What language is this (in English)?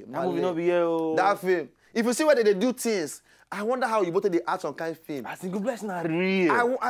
Nigerian Pidgin